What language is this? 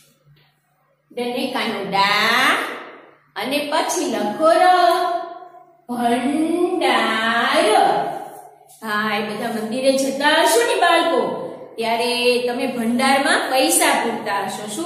Gujarati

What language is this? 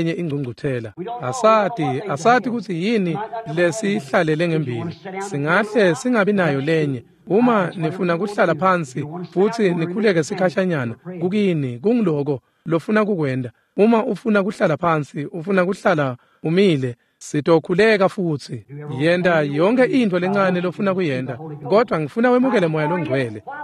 Swati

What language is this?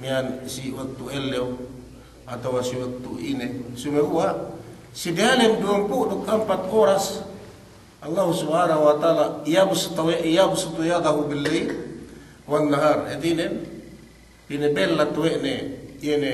Yakan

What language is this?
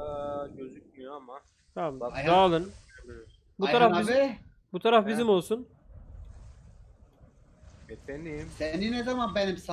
Turkish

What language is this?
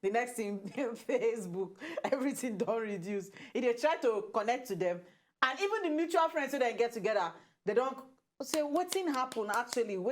Nigerian Pidgin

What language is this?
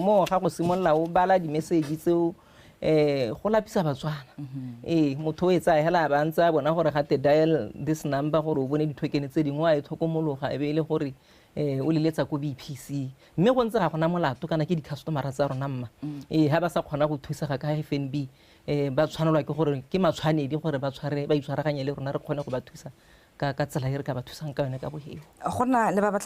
Tswana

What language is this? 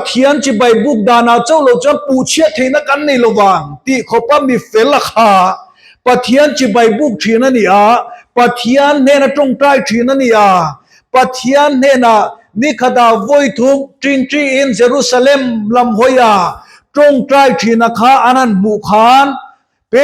Mizo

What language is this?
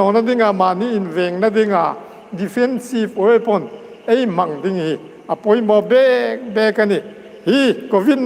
Hmar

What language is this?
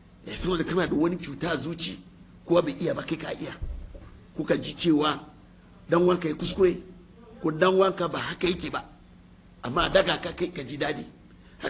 Hausa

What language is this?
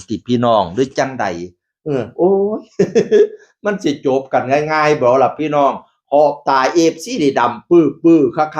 Northeastern Thai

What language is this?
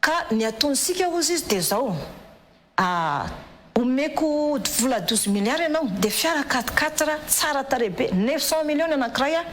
Malagasy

